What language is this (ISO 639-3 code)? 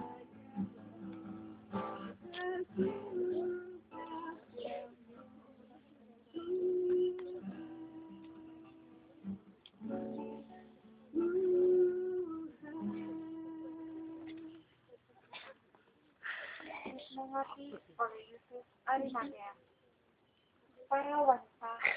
ind